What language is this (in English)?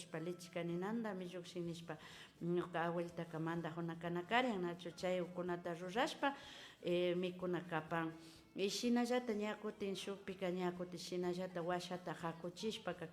Imbabura Highland Quichua